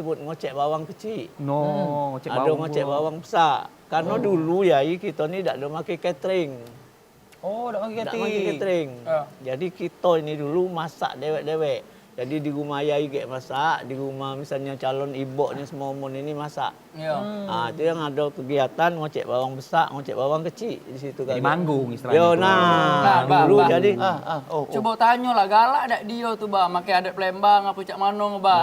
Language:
Musi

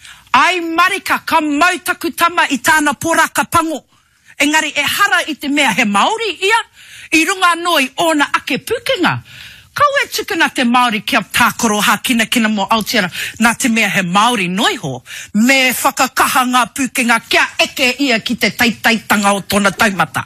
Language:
Māori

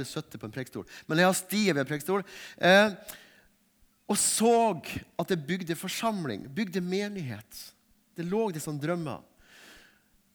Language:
Norwegian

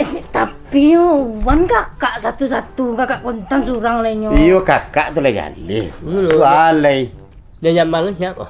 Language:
Minangkabau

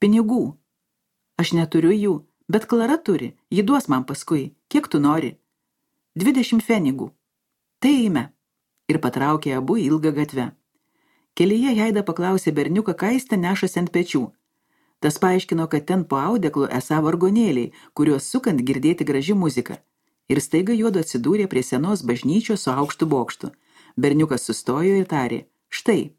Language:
Lithuanian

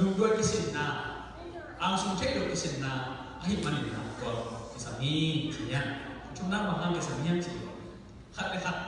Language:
Tedim Chin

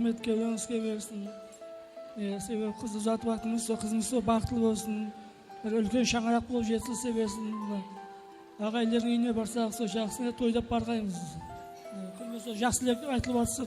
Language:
Kara-Kalpak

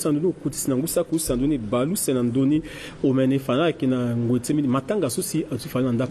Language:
Sango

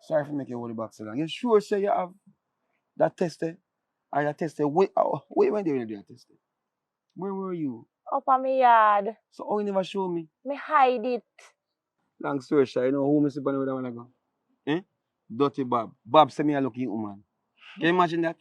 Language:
Jamaican Creole English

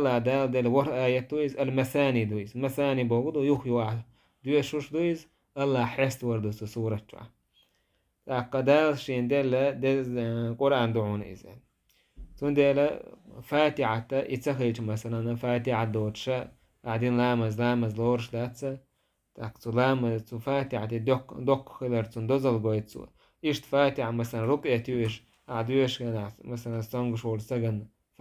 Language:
Chechen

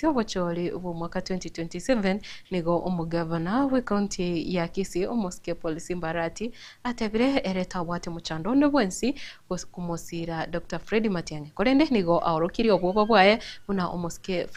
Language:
Gusii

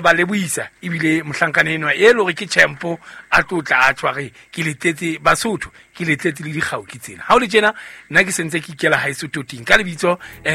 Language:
Southern Sotho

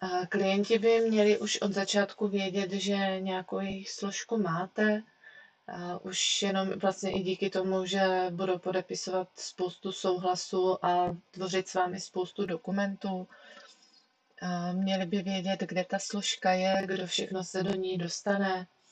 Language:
Czech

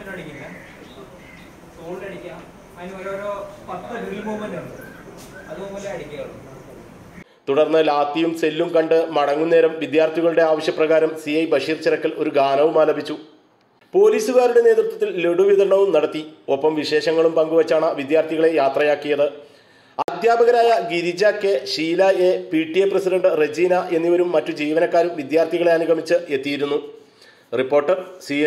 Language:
Malayalam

